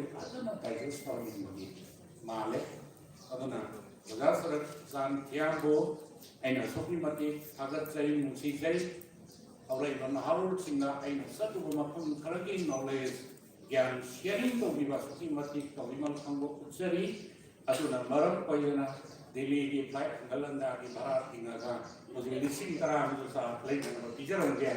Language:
Manipuri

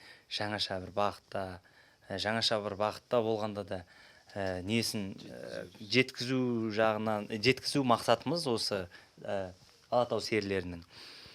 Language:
Kazakh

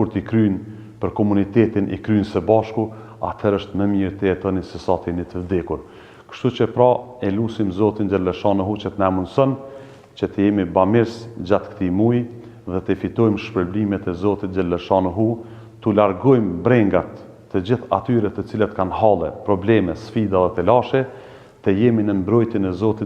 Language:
Albanian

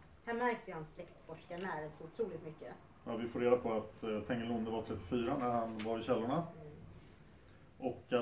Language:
Swedish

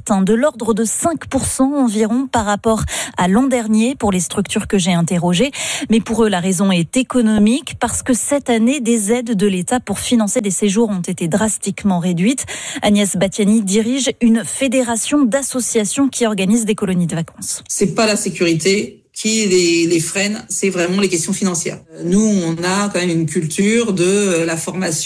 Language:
French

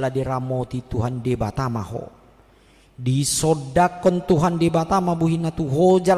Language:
Batak Toba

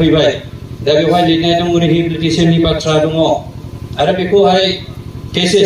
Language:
Bodo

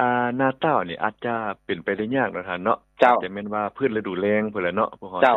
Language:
Lao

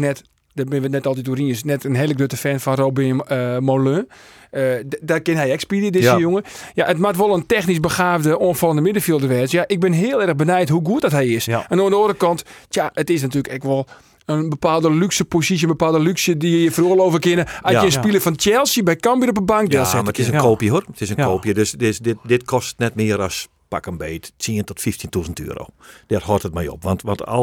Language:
Western Frisian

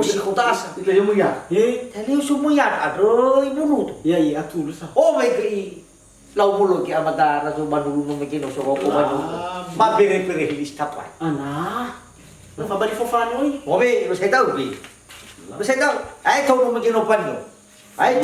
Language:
Nias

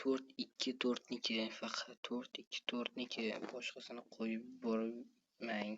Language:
Uzbek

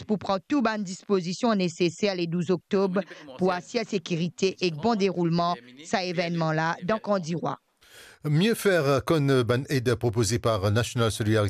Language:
Morisyen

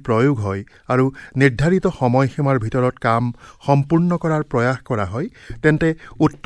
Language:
Assamese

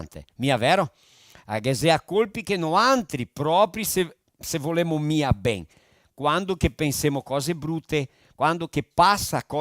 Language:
Venetian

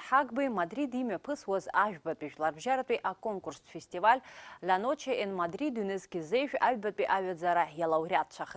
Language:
Abkhazian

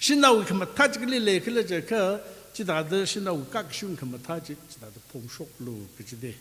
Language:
Tangkhul Naga (India)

